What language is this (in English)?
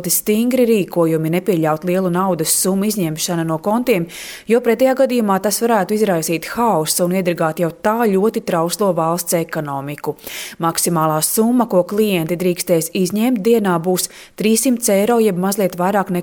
Latvian